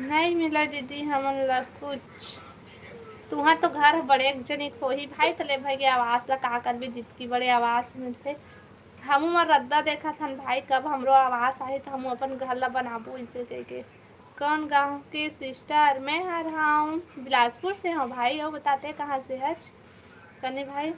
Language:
Chhattisgarhi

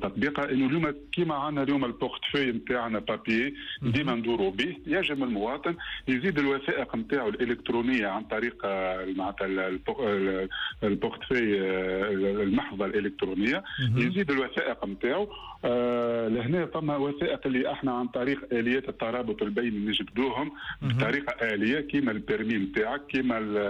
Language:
Tunisian Arabic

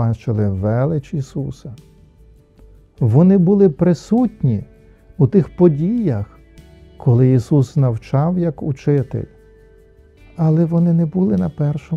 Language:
Ukrainian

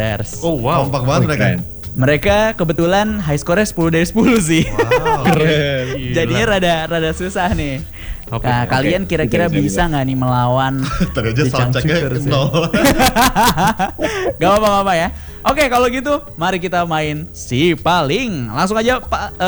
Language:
Indonesian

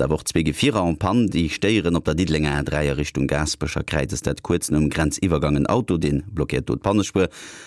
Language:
Luxembourgish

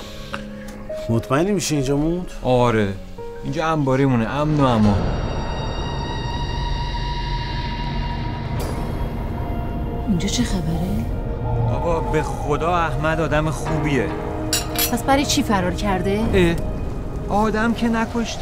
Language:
Persian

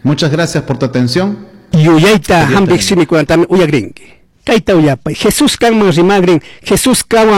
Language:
Chimborazo Highland Quichua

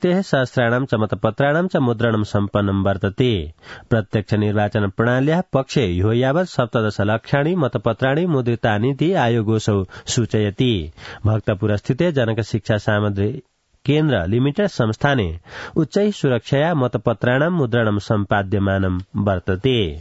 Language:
Sanskrit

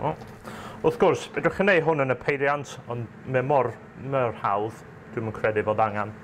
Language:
Welsh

